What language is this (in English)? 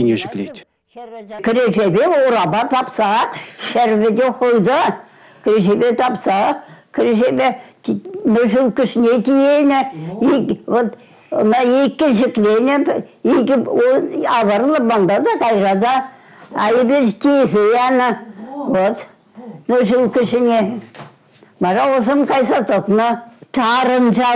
Chuvash